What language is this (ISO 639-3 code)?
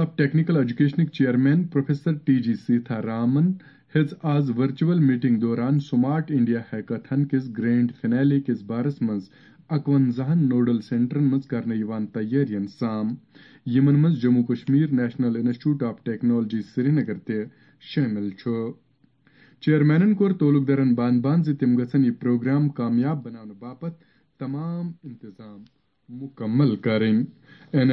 kas